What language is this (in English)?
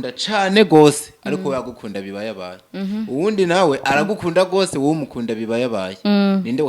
Rundi